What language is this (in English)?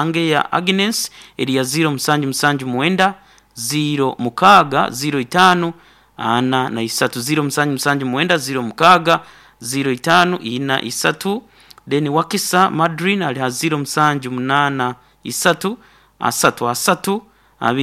Nyoro